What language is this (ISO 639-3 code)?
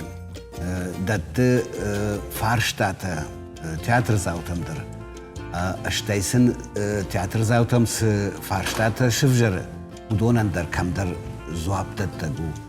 oss